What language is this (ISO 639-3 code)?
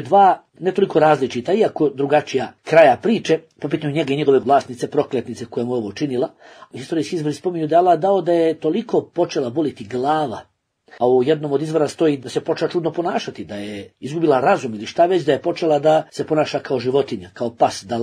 bos